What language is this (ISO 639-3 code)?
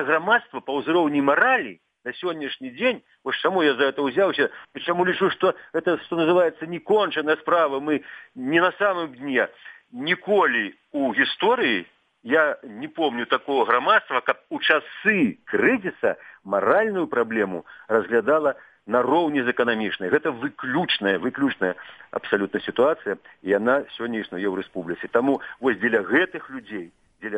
bel